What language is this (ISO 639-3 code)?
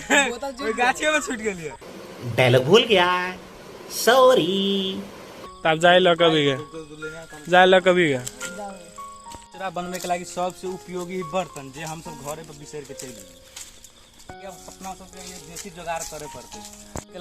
mai